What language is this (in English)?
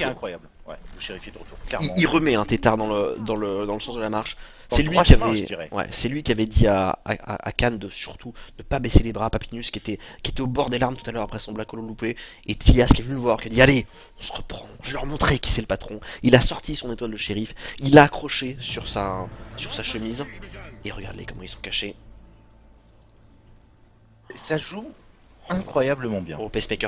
French